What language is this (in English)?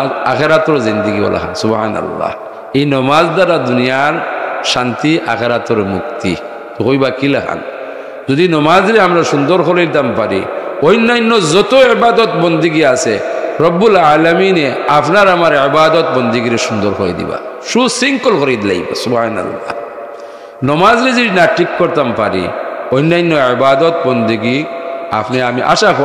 Sylheti